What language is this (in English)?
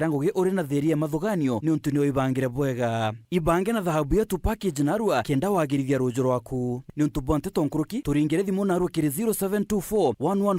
Meru